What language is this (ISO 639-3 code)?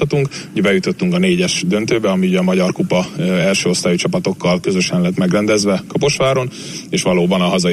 hun